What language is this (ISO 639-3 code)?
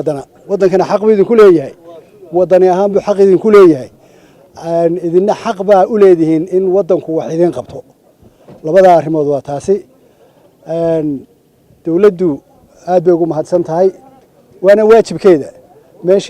som